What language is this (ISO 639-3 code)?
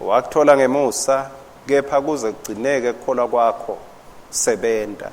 ssw